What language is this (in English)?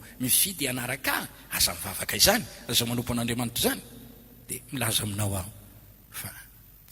Malagasy